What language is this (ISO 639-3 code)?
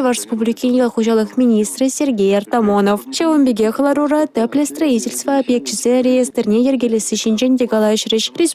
chv